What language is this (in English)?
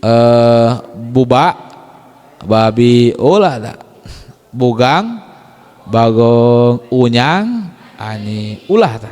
Sundanese